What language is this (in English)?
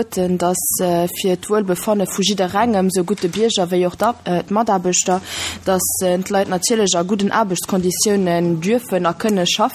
Luxembourgish